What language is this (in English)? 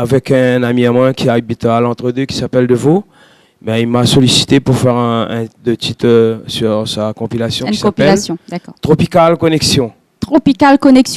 Réunion Creole French